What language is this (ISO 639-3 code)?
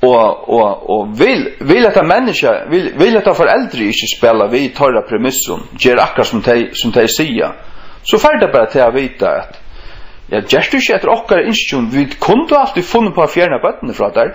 fao